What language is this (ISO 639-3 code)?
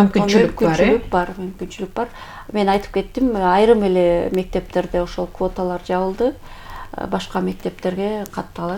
kir